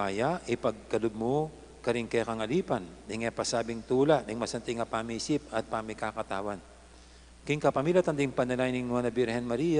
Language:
Pampanga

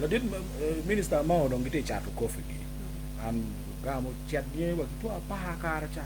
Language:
Acoli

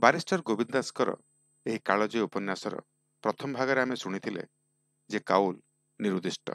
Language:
Odia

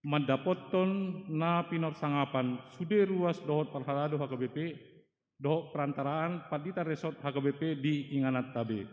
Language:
Batak Toba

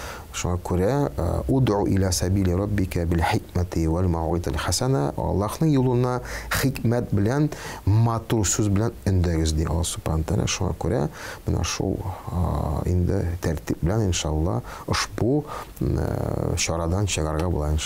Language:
Tatar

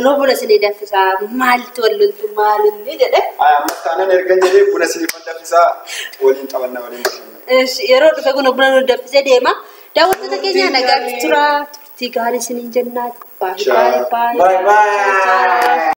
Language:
Oromo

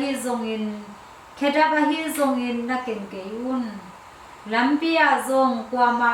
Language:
Tedim Chin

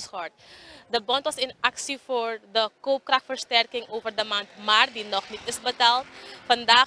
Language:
Dutch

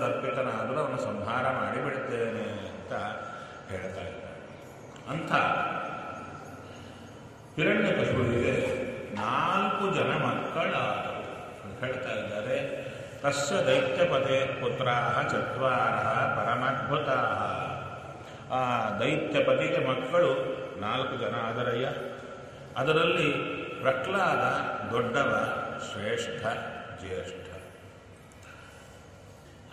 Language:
Kannada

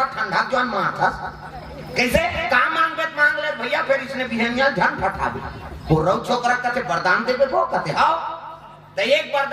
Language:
Chhattisgarhi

